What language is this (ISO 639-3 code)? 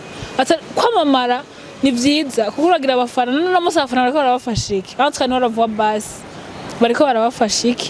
run